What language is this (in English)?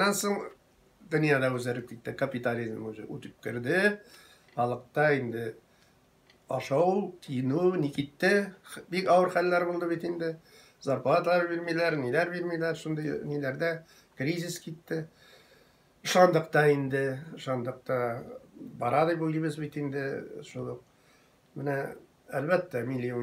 Tatar